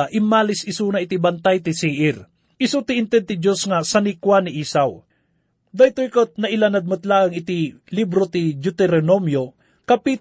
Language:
Iloko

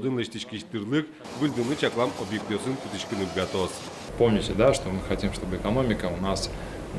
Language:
Udmurt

